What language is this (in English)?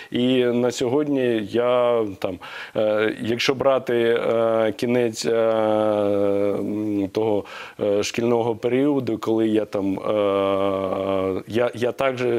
Ukrainian